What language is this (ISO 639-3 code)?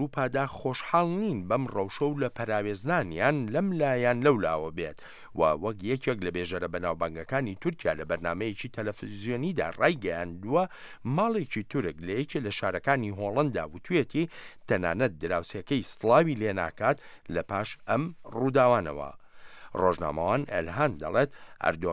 ckb